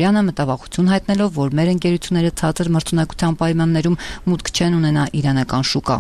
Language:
Armenian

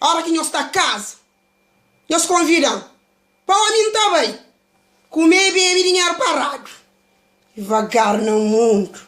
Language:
Kabuverdianu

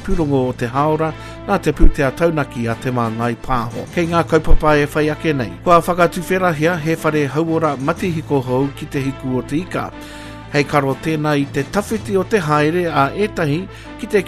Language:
Māori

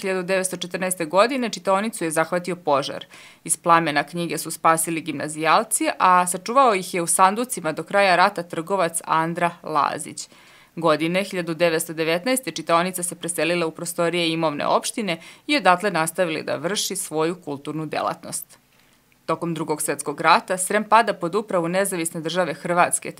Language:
Serbian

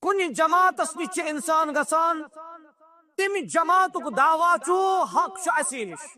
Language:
Kashmiri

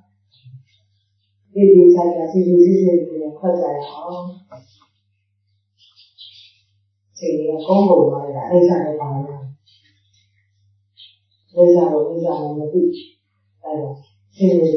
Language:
Burmese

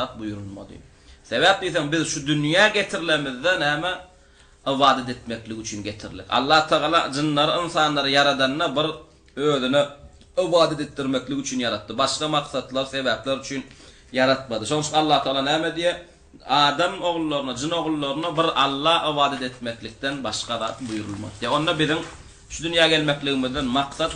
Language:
Turkmen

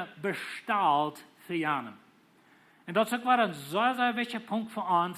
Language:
Plautdietsch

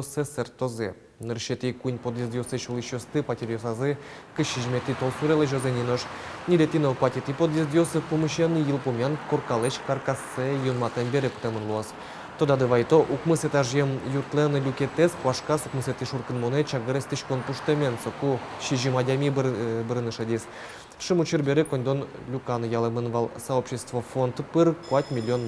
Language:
Udmurt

